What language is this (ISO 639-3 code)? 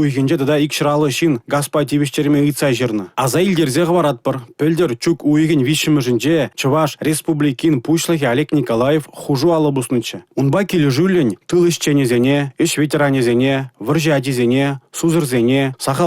chv